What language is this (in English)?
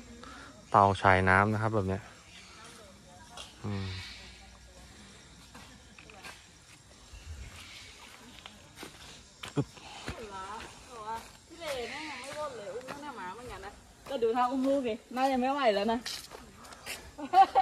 Thai